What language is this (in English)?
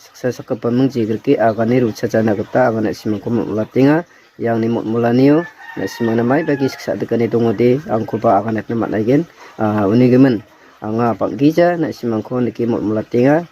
Garo